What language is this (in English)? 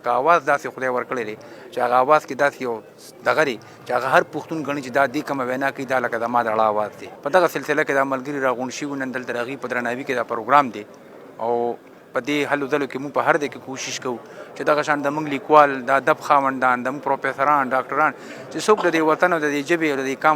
Pashto